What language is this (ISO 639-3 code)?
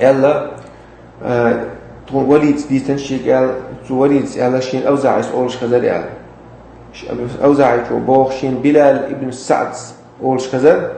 che